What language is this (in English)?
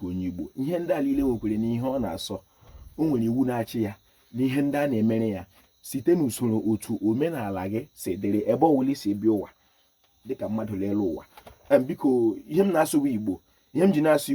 Igbo